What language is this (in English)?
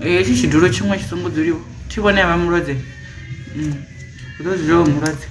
Venda